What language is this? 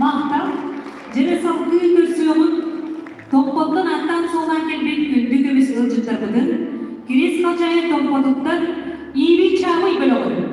Yakut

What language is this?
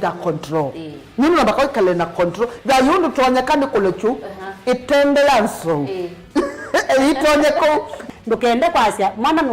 Kamba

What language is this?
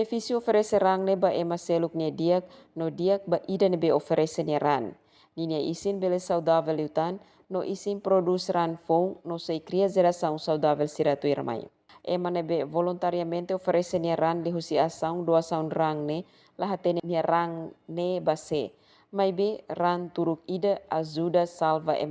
Tetum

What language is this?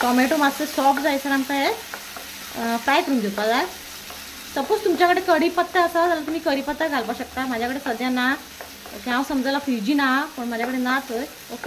Konkani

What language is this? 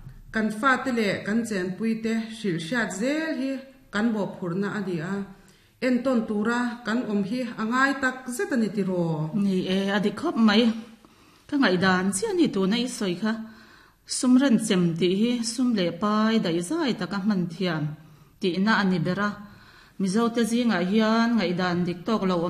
Mizo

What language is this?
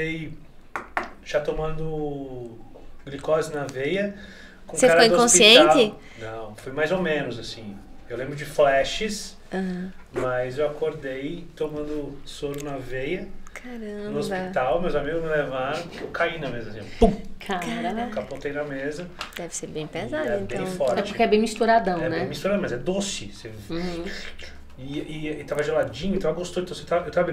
Portuguese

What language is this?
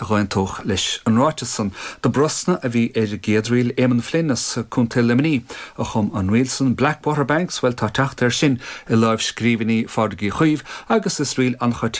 Irish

